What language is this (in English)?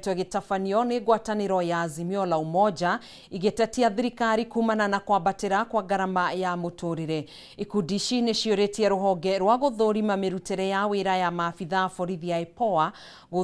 Kikuyu